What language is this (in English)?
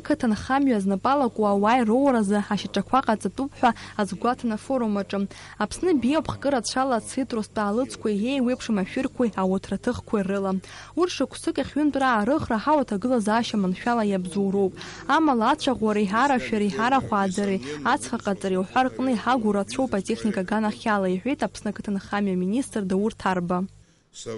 Abkhazian